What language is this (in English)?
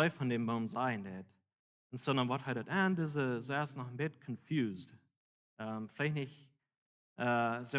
Plautdietsch